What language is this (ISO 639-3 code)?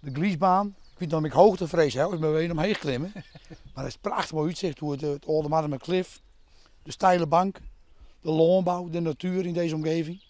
fry